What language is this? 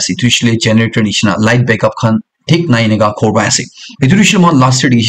Naga Pidgin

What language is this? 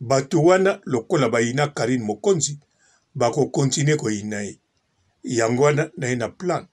Lingala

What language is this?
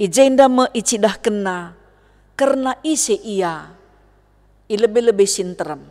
Batak Karo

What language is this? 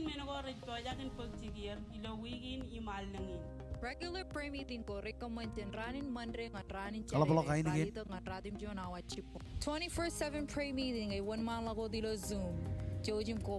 Marshallese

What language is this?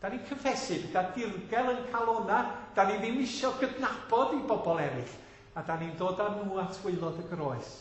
Welsh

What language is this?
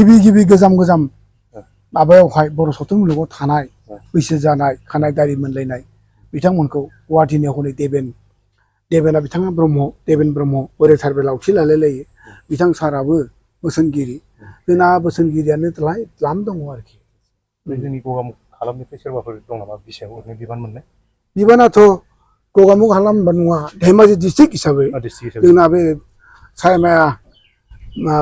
Bodo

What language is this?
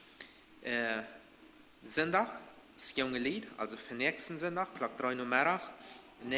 Plautdietsch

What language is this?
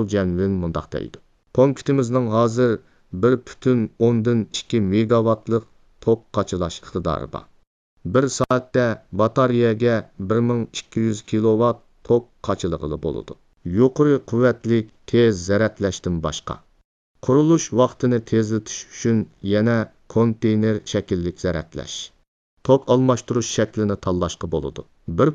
Uyghur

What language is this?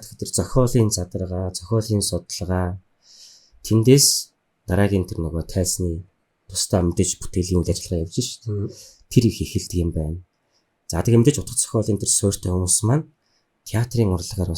Mongolian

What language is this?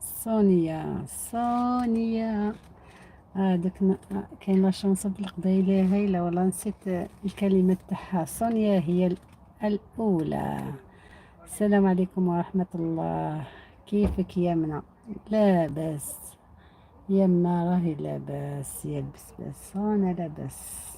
Algerian Arabic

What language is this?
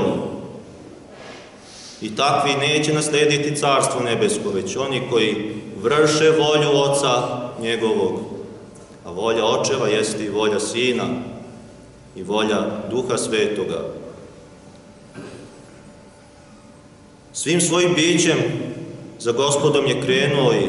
Serbian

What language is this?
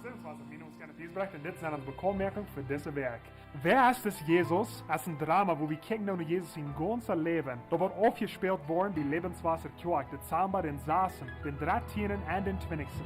Plautdietsch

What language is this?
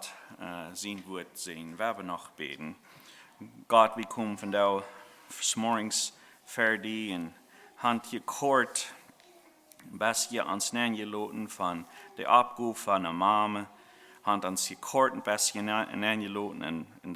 Plautdietsch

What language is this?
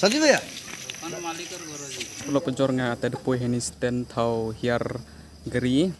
Khasi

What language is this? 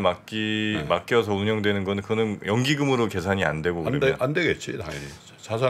Korean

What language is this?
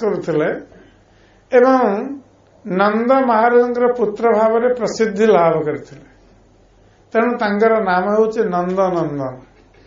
Odia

